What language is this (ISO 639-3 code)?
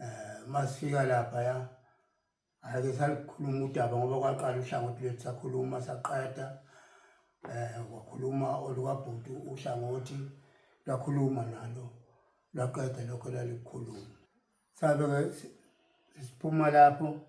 zul